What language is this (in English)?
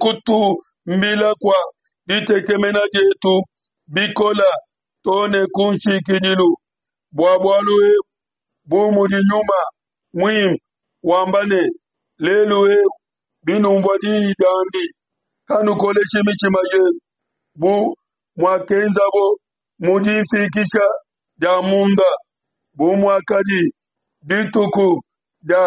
Luba-Lulua